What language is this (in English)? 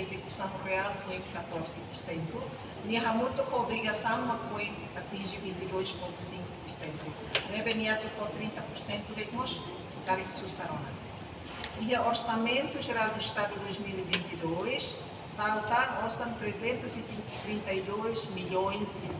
Tetum